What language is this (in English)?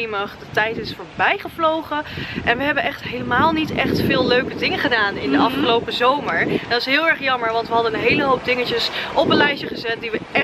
Dutch